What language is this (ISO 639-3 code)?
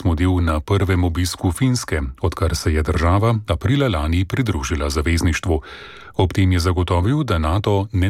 slv